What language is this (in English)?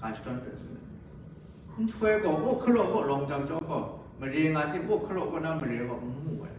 Kachin